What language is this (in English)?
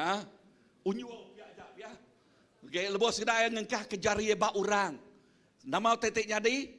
Iban